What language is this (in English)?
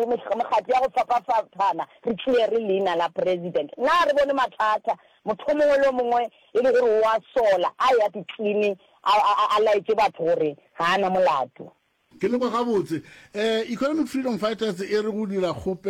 Northern Sotho